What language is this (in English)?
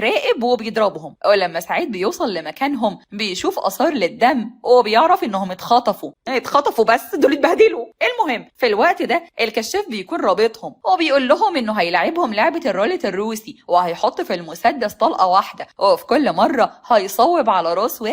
Egyptian Arabic